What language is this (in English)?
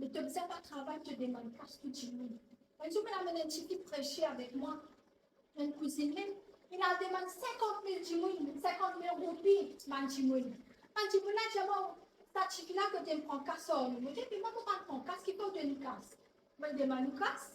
Morisyen